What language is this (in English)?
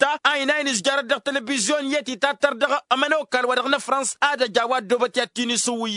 Tamasheq